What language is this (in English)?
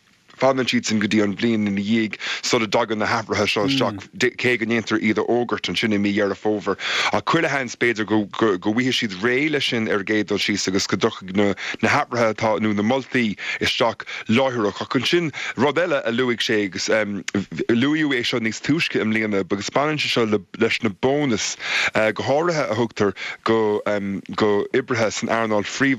Irish